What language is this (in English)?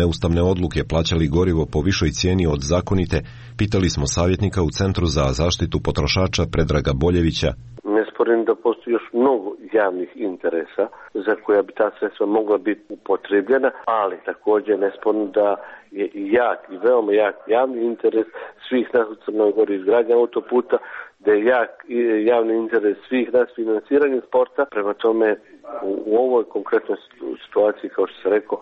Serbian